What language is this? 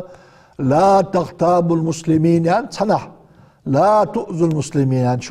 Ingush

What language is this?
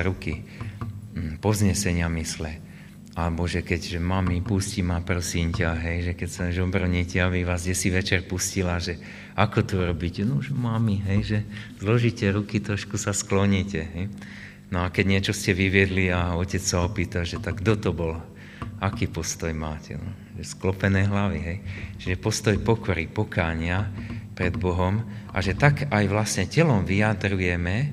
Slovak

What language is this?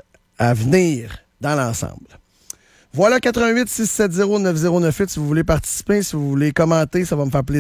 French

